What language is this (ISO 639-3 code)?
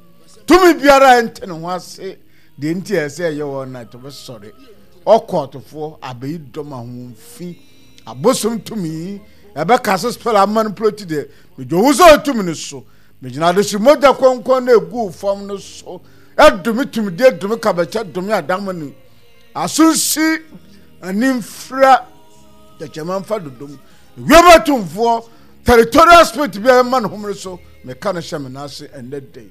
aka